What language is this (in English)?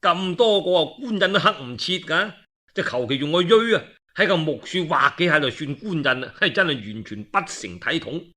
Cantonese